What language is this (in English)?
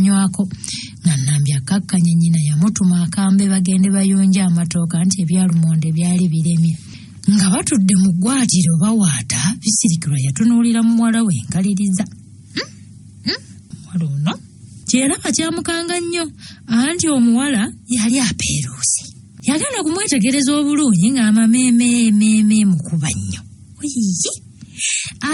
Ganda